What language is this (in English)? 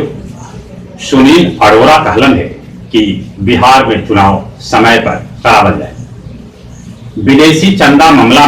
Magahi